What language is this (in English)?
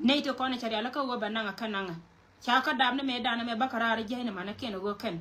Nuer